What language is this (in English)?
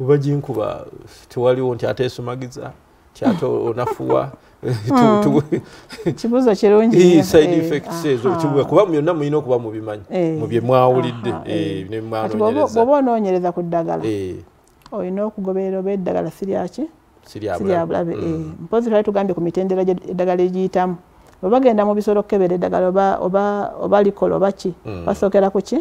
Ganda